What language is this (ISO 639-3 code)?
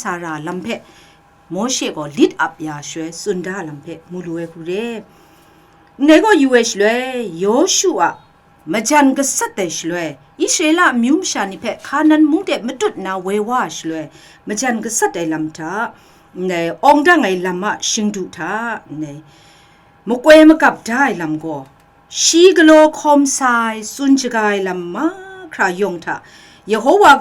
kac